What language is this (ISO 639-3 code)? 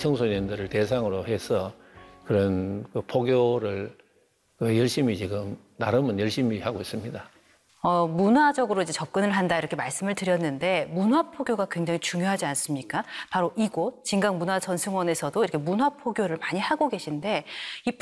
kor